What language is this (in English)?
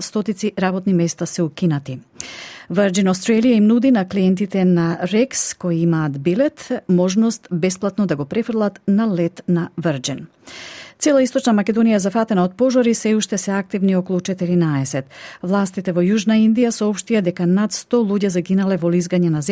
Macedonian